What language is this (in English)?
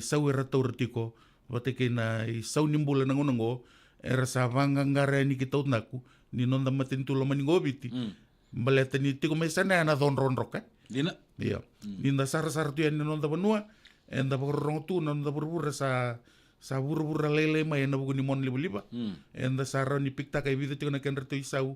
Fijian